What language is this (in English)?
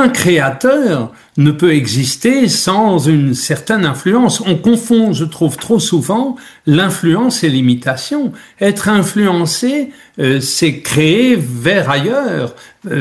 French